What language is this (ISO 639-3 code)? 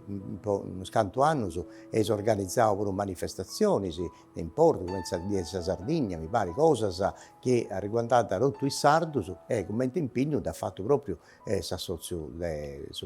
srd